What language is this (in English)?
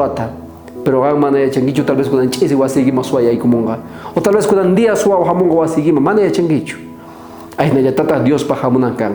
South Bolivian Quechua